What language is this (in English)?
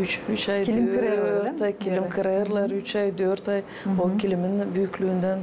Gagauz